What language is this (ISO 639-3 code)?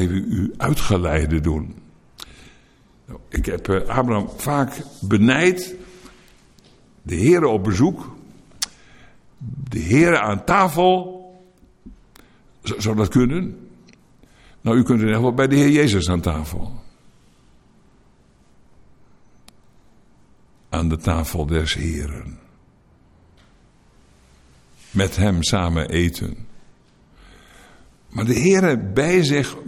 nld